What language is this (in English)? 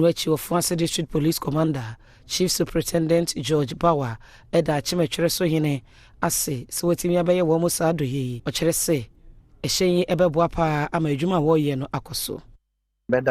Akan